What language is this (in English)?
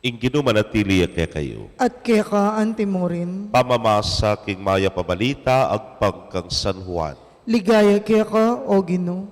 Pampanga